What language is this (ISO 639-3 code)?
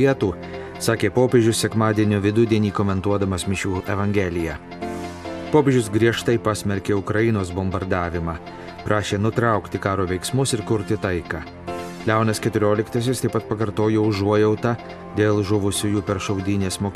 lit